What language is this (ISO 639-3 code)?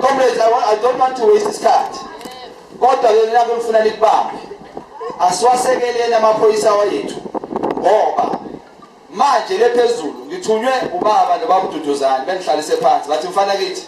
zul